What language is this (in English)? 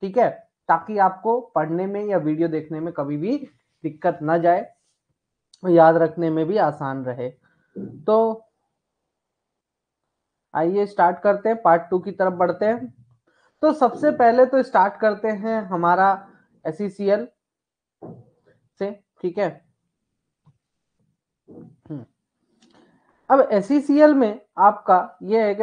Hindi